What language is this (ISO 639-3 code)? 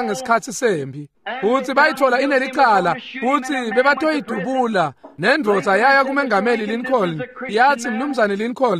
ssw